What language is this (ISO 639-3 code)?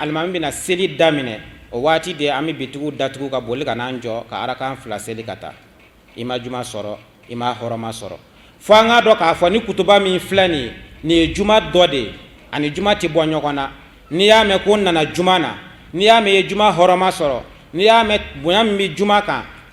bam